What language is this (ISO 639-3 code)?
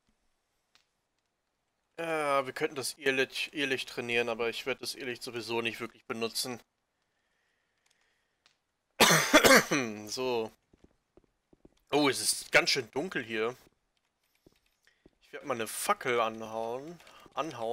deu